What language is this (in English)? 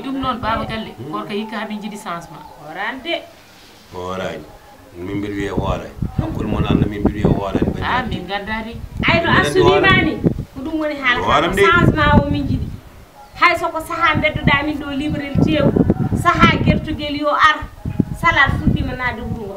Fula